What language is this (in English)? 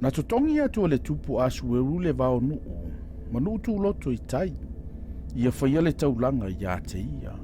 Samoan